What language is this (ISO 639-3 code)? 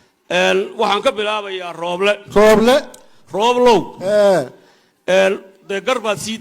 som